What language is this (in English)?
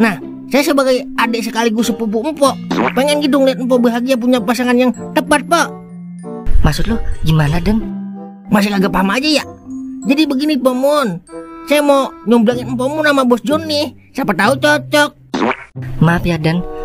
Betawi